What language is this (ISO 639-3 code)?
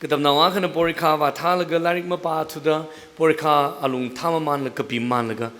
nmf